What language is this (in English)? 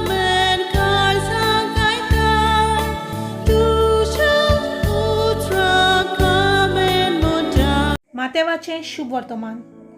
Konkani